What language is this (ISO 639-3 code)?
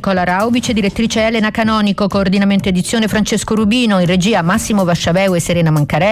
ita